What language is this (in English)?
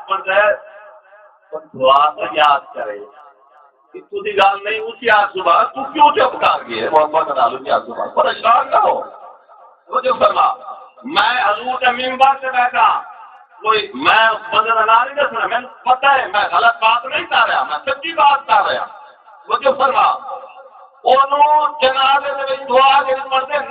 Saraiki